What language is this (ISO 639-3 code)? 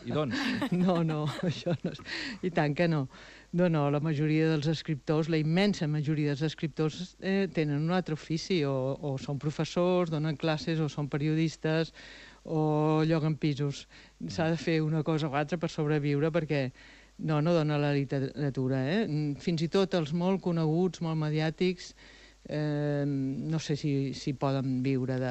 cat